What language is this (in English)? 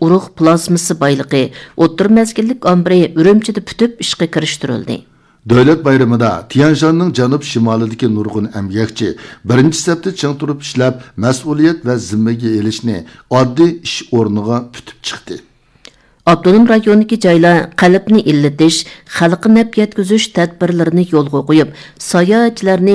Uyghur